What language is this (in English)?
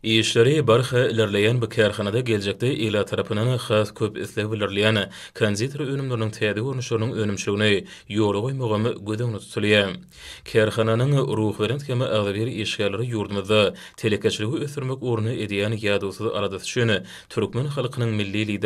Turkmen